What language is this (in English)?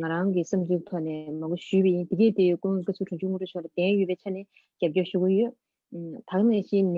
Tibetan